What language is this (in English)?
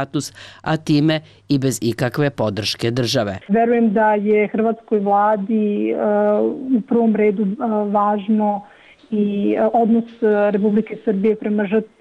Serbian